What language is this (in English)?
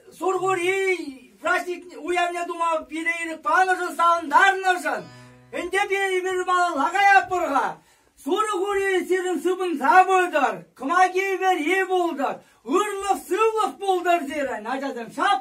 Chuvash